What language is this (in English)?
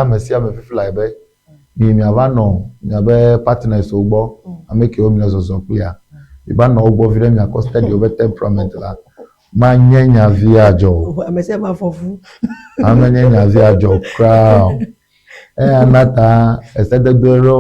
Ewe